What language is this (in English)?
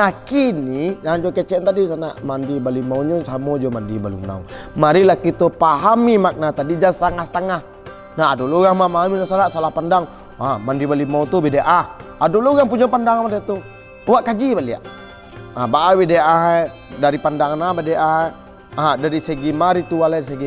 Minangkabau